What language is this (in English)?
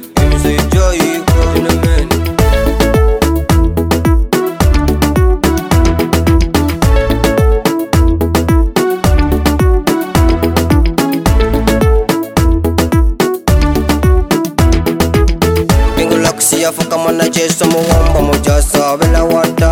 Swahili